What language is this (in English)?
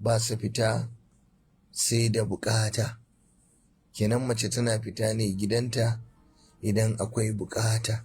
Hausa